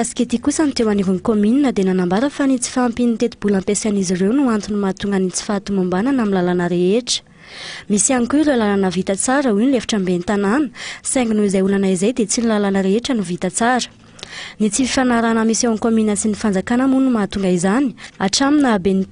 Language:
Malagasy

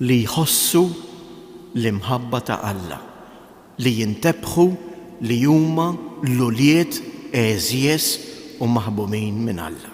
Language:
Maltese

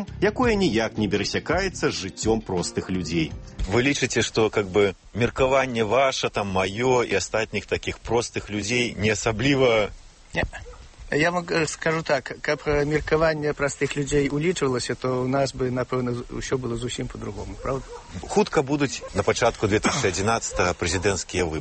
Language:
Belarusian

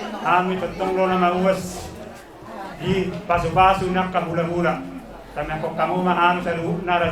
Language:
Batak Toba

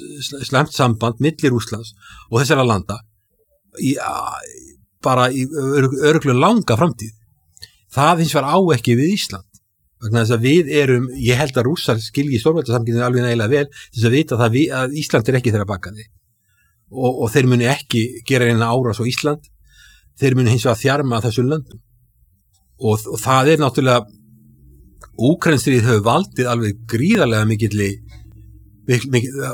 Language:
Icelandic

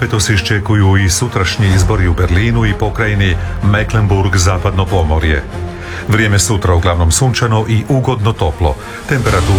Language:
Croatian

